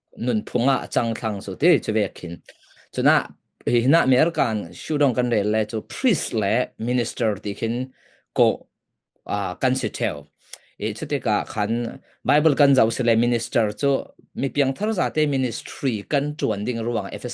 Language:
Falam Chin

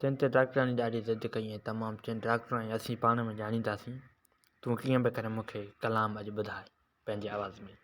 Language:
Sindhi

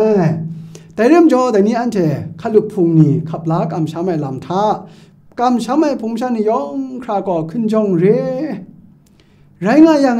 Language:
Kachin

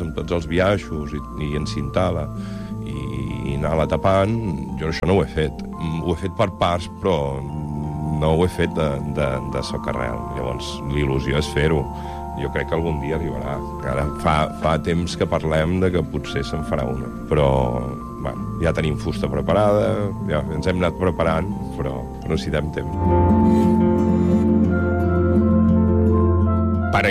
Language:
Catalan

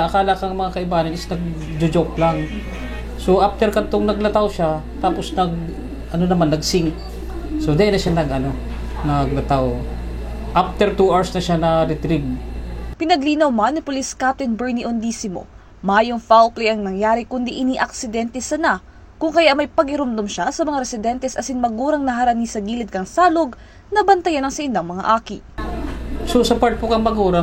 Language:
Bikol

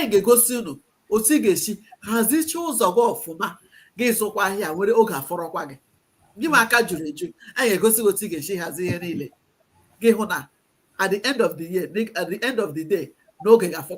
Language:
Igbo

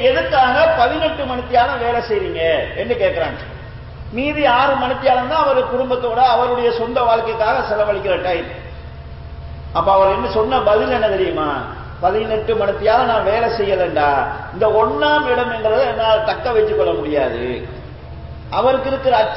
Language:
Tamil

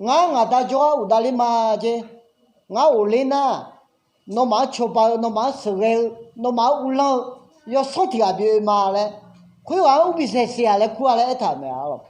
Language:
Akha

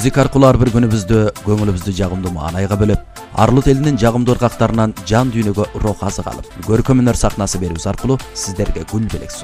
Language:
Kyrgyz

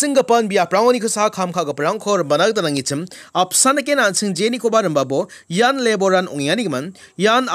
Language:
Garo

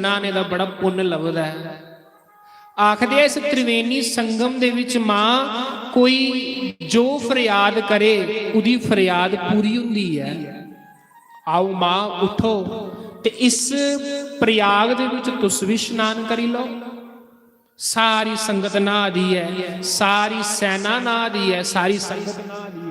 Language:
Dogri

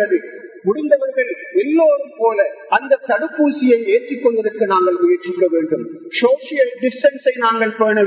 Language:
Tamil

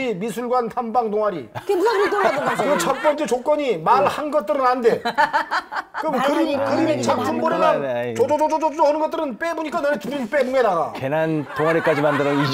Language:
Korean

